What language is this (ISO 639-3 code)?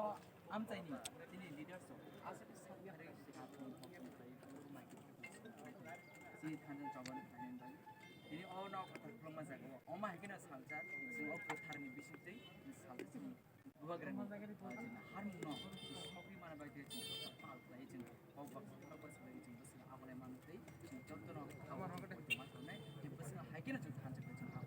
trp